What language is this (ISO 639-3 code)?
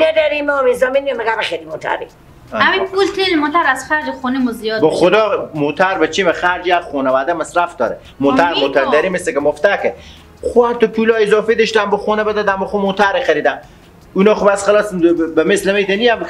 fas